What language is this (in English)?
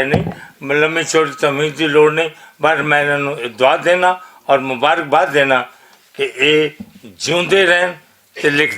Western Panjabi